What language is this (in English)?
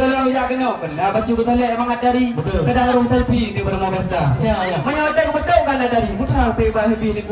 Achinese